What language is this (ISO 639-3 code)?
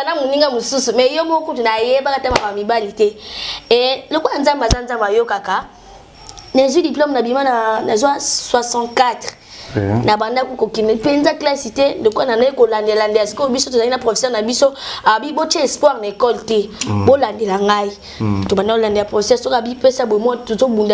lin